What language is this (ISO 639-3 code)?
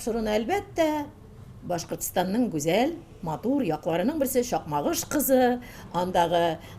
tat